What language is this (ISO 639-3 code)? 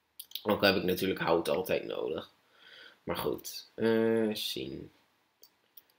nld